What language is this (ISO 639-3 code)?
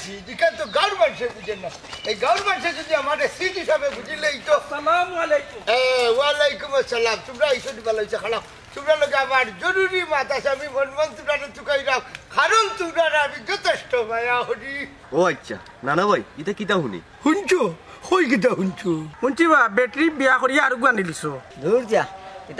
syl